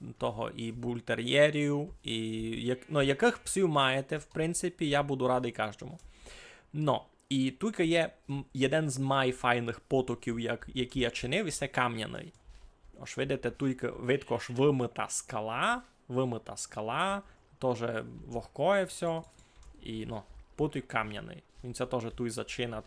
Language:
Rusyn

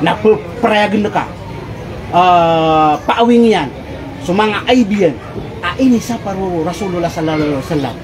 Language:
Maranao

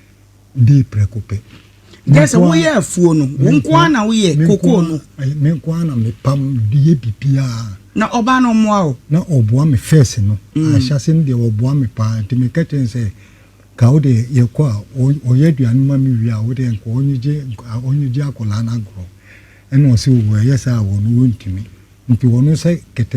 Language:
Akan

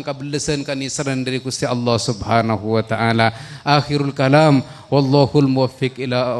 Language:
Madurese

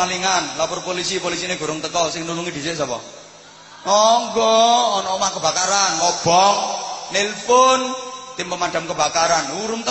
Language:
Javanese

